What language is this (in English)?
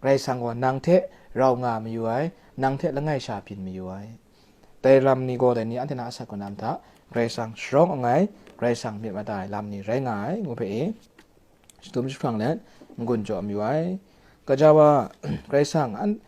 Kachin